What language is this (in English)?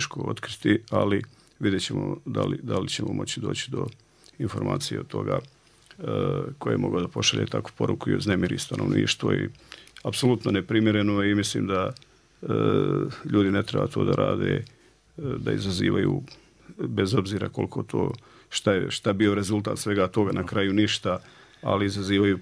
Bosnian